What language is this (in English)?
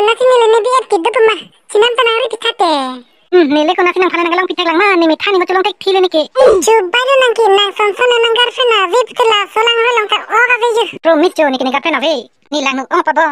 Karbi